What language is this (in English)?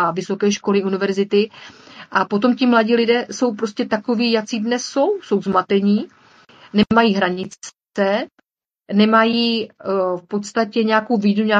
Czech